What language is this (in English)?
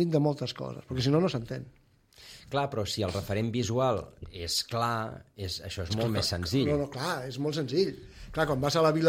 Catalan